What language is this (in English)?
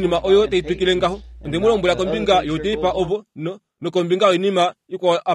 Kuanyama